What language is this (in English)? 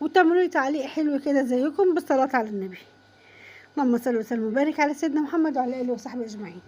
Egyptian Arabic